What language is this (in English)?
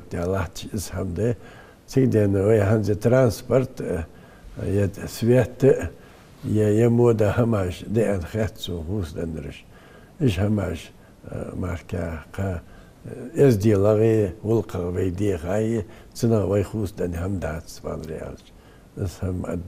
Ingush